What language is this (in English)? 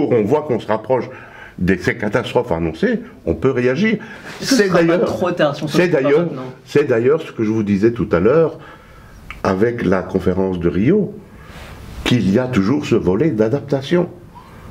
French